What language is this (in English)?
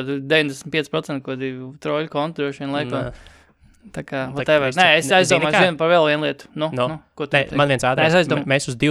Latvian